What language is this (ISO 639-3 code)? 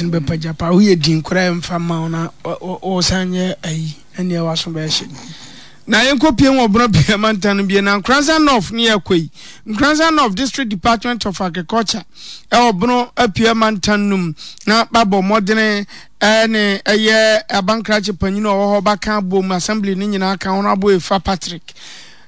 aka